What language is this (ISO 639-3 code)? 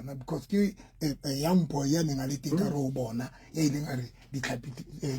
sot